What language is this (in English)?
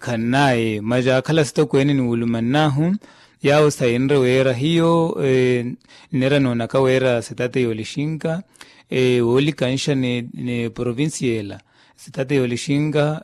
Makhuwa